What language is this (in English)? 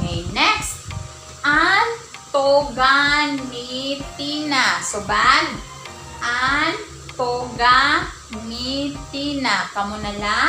Waray